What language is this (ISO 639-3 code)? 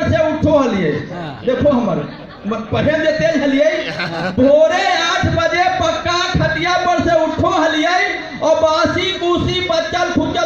mag